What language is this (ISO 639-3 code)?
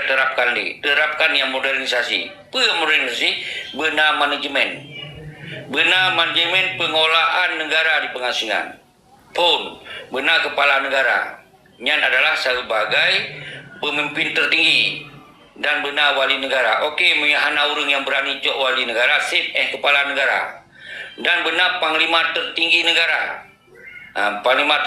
ace